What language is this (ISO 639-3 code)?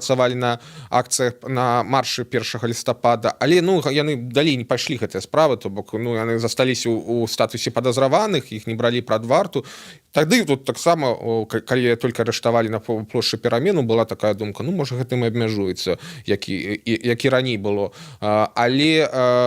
bel